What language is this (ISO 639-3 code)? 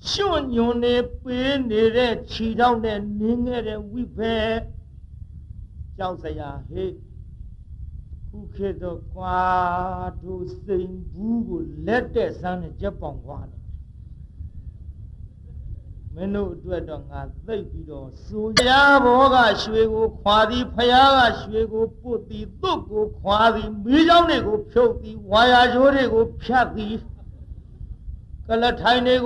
mya